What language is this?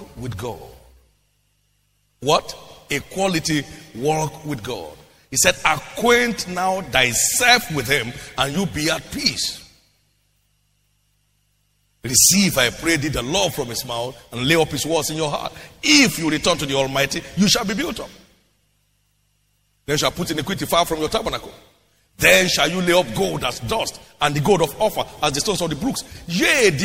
English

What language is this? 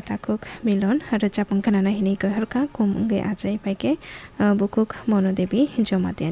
Kok Borok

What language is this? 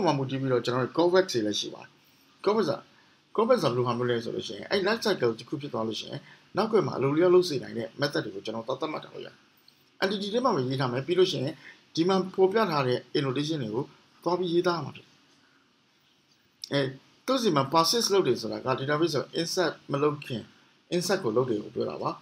Burmese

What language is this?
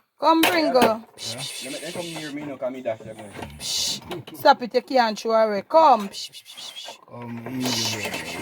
Jamaican Creole English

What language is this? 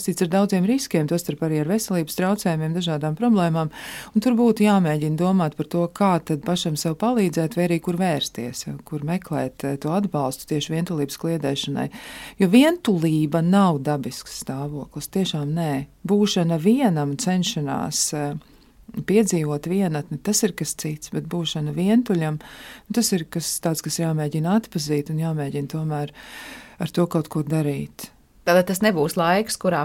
Latvian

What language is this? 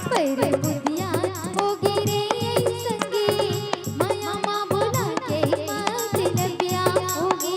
Chhattisgarhi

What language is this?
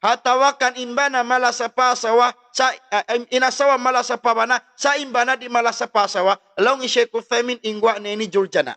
Tausug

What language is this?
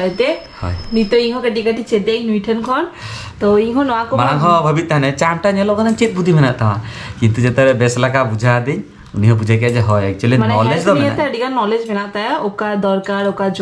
Santali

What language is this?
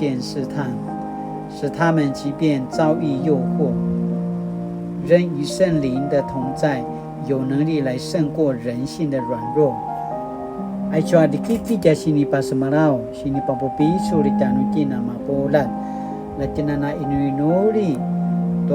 Paiwan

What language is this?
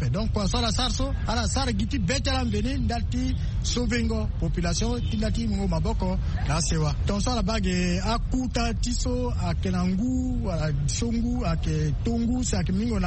Sango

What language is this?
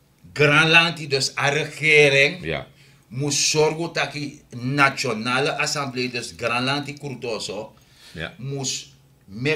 Sranan Tongo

